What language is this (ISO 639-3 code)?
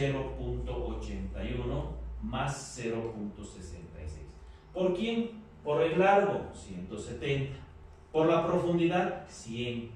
spa